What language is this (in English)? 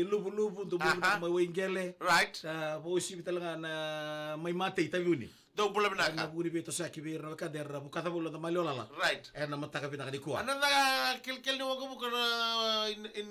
Fijian